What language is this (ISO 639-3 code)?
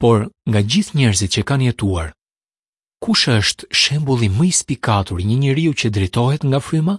sqi